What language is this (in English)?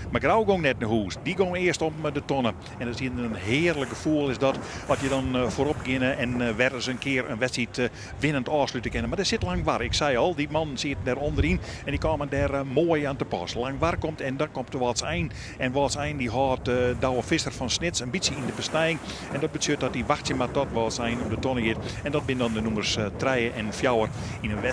Western Frisian